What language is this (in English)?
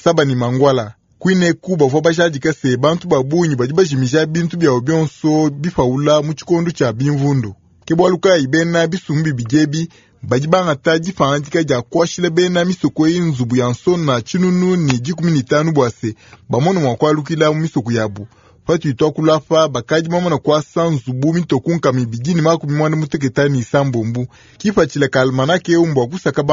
Luba-Lulua